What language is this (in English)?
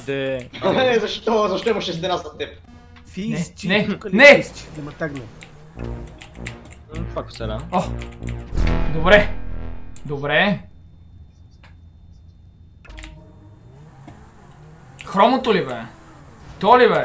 Bulgarian